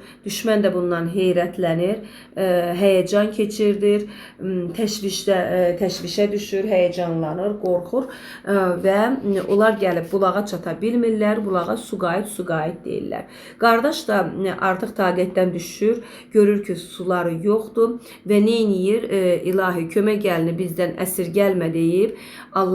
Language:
Azerbaijani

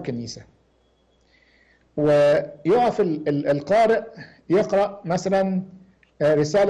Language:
Egyptian Arabic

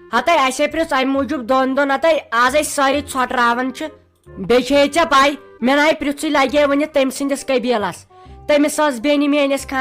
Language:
Kashmiri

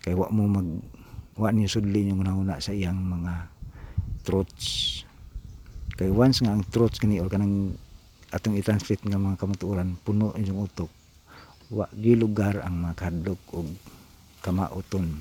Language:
Cebuano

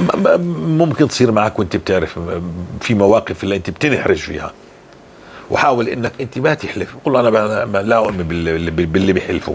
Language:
North Levantine Arabic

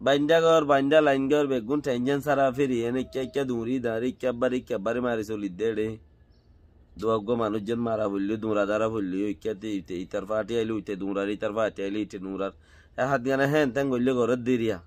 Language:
Rohingya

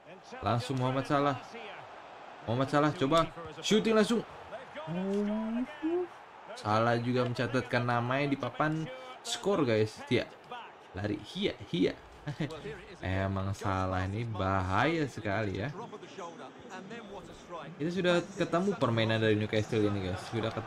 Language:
Indonesian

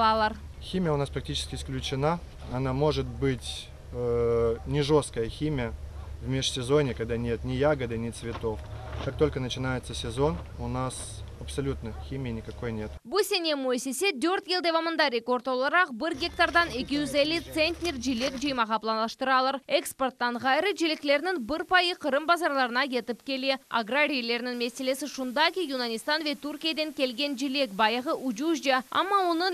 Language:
Crimean Tatar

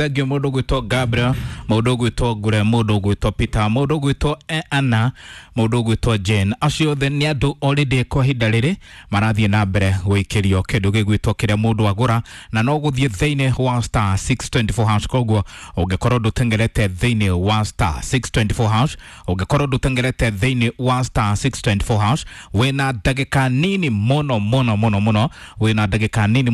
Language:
Kikuyu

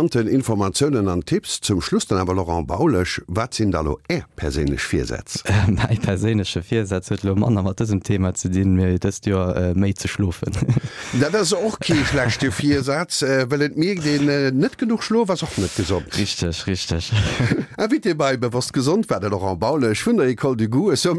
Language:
Luxembourgish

